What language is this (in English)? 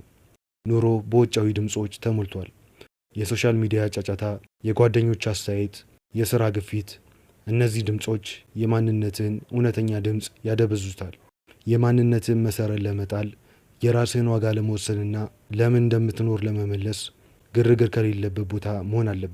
Amharic